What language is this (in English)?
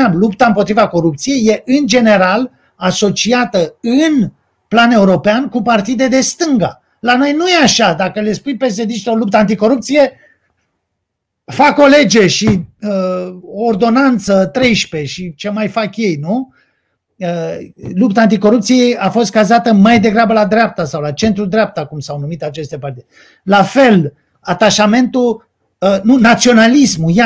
Romanian